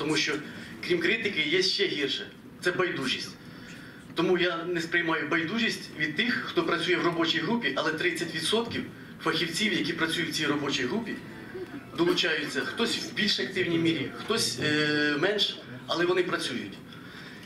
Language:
Ukrainian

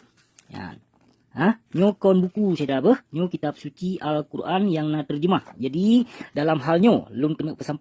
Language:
Achinese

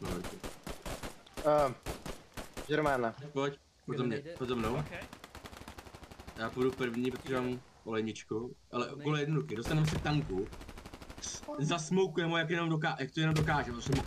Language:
Czech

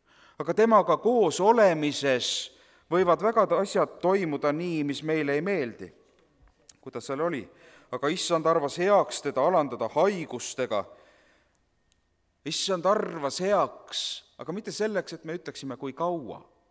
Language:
Estonian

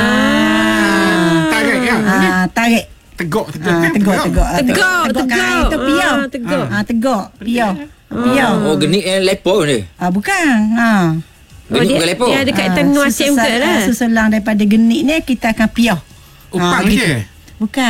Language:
Malay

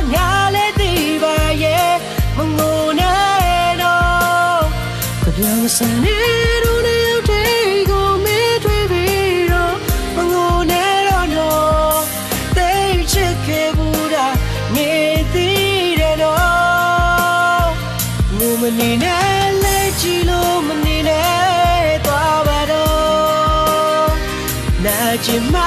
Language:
Burmese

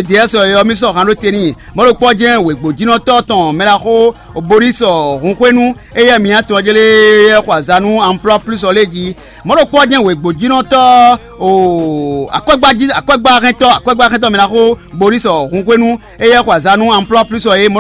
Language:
Fon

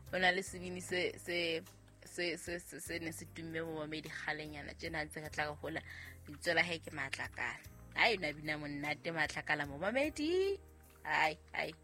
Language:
Southern Sotho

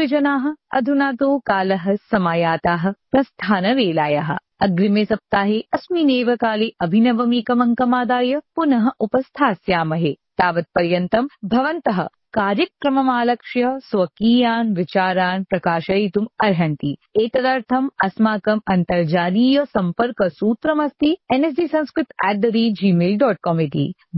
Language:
Sanskrit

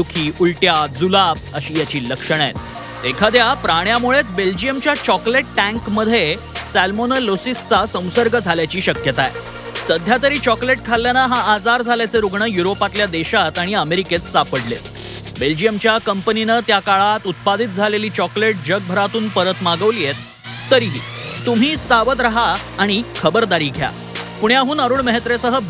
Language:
Marathi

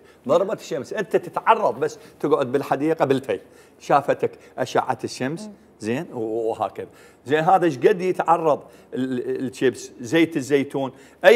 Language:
Mesopotamian Arabic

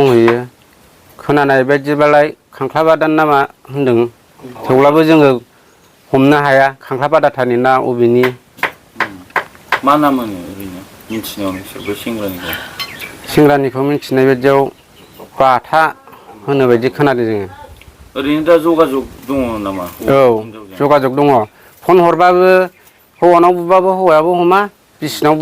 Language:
Bodo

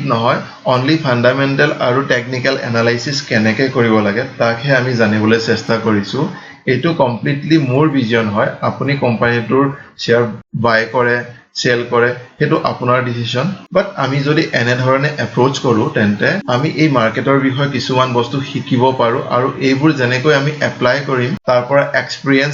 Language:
Assamese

